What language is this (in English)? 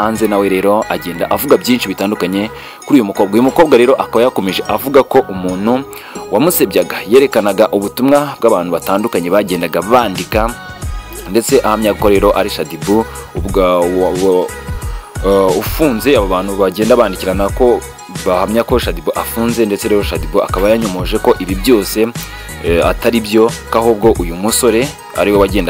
Kinyarwanda